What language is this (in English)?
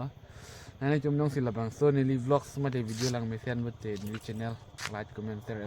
Karbi